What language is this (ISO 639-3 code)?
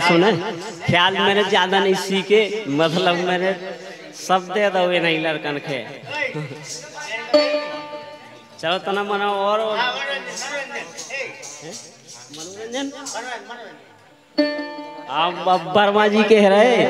hin